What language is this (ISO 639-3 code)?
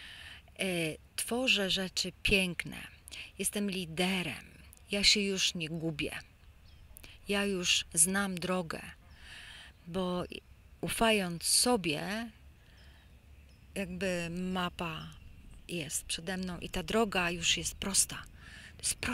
pol